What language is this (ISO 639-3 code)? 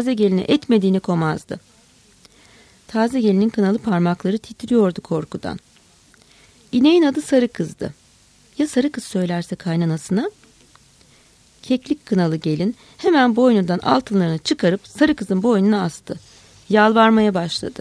tur